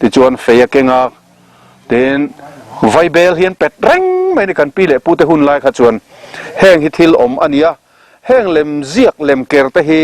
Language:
Mizo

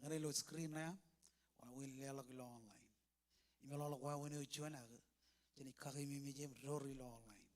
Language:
Marshallese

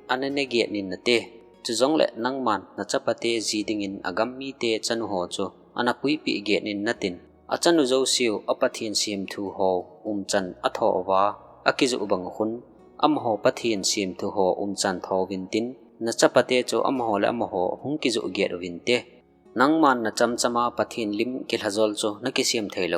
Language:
Thado Chin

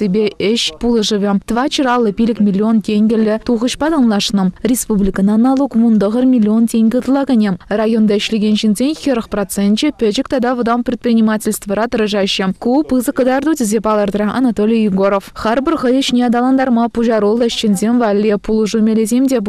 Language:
Chuvash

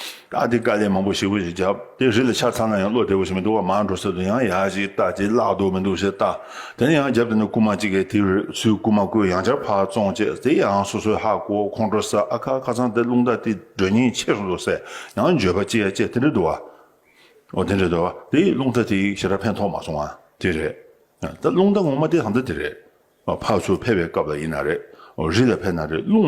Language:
Tibetan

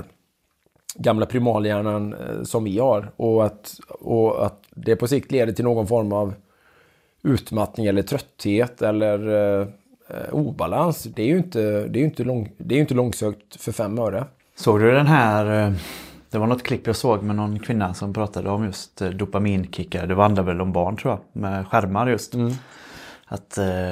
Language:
Swedish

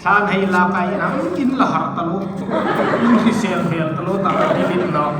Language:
Hmar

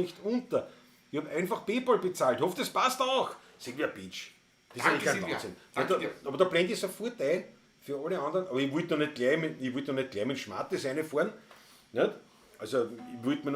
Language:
Bavarian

